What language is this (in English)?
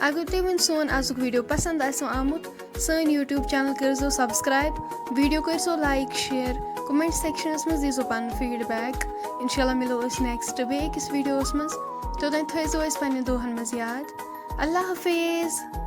Kashmiri